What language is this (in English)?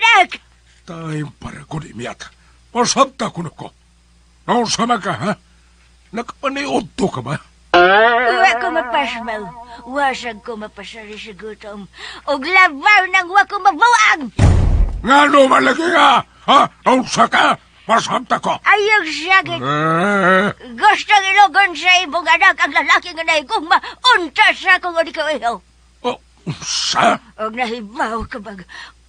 Cebuano